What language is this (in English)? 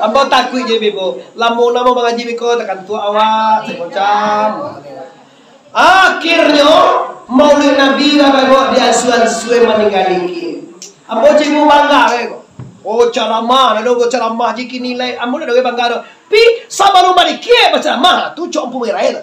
Minangkabau